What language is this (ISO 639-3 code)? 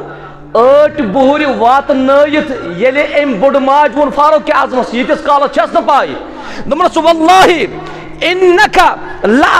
kas